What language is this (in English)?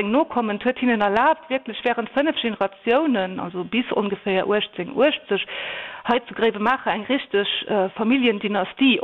Luxembourgish